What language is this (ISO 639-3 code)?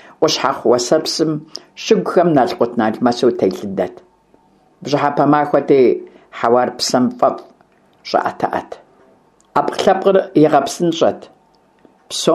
kbd